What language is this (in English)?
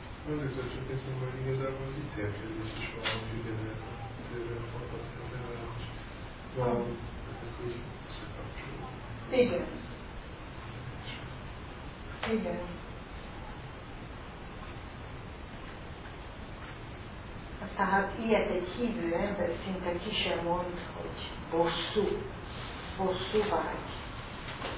Hungarian